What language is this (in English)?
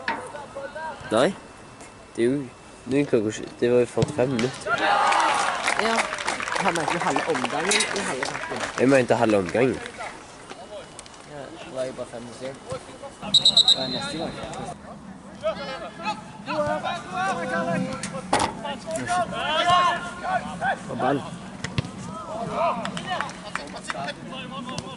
Norwegian